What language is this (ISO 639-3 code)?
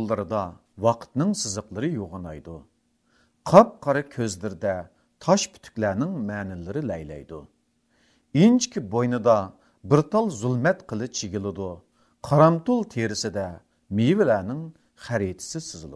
uig